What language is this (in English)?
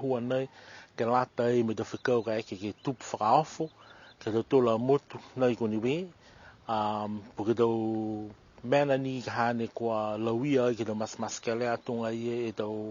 Niuean